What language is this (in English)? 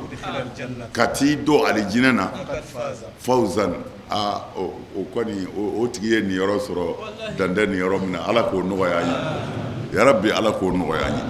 Bambara